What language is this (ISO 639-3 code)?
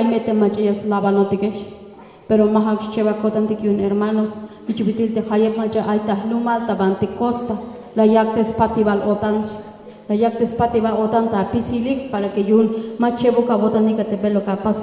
tzh